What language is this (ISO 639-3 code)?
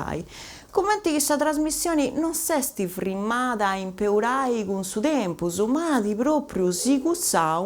srd